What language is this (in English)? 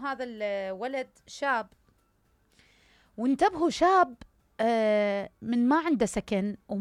Mesopotamian Arabic